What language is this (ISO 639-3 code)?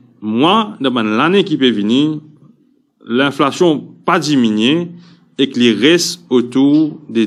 mfe